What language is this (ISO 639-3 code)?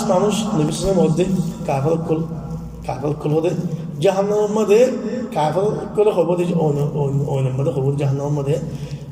rhg